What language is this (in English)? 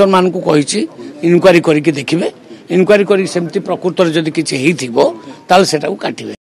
Odia